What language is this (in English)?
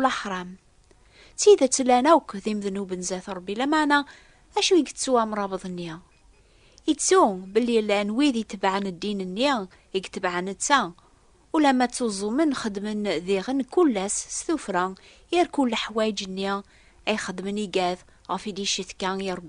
Kabyle